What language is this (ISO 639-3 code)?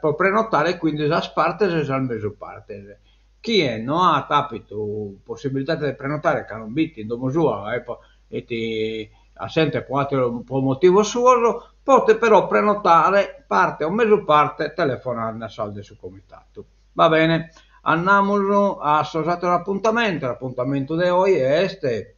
srd